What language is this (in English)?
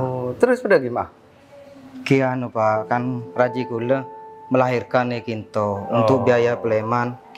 Madurese